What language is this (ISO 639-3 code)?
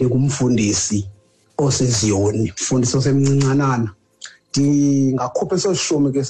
xho